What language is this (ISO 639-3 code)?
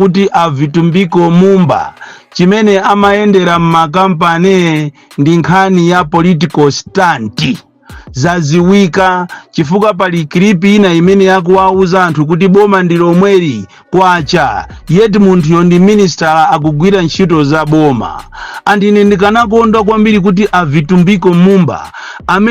nya